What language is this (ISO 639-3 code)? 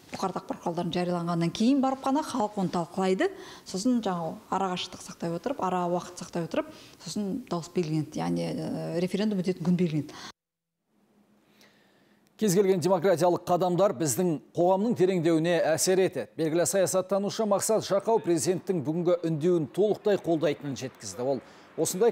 kaz